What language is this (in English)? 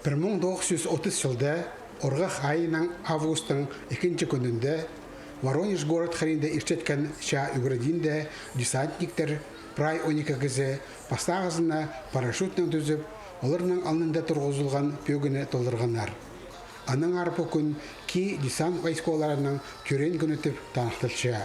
Khakas